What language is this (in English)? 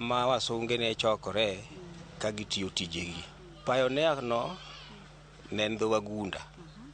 Luo (Kenya and Tanzania)